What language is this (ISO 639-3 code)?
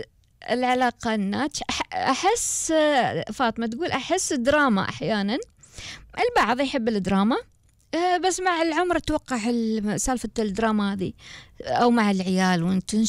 afb